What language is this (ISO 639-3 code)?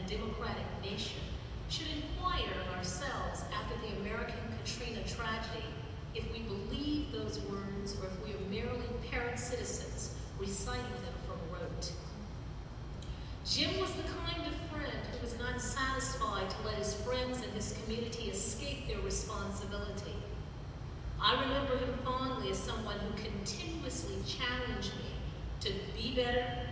eng